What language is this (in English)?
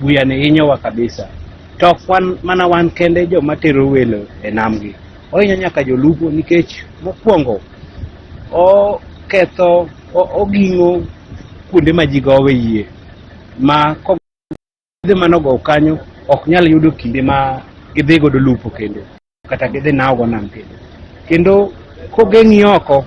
Luo (Kenya and Tanzania)